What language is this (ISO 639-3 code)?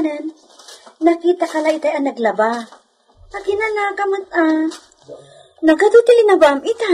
ilo